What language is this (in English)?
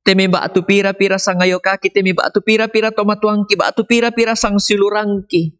Toraja-Sa'dan